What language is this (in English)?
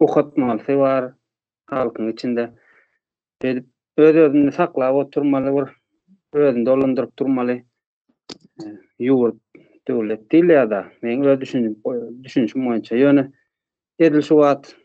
Turkmen